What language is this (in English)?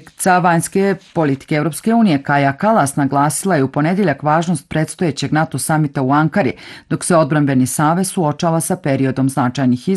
Bosnian